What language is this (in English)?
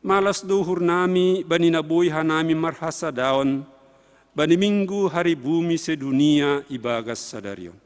Batak Simalungun